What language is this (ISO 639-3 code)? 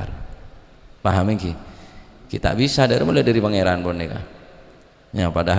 mad